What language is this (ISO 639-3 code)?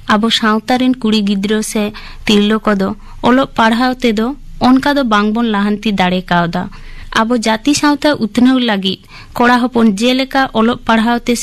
sat